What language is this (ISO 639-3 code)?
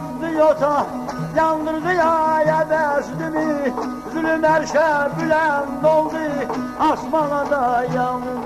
azb